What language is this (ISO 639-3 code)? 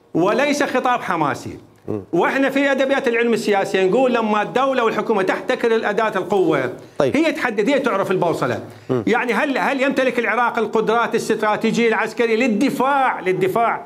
acm